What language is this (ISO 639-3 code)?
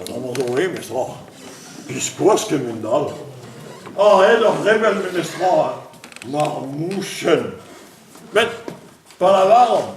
bre